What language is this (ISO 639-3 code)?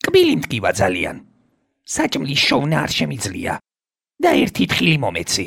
kat